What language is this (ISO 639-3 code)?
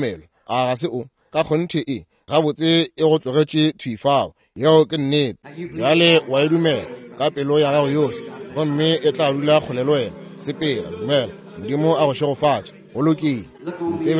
nso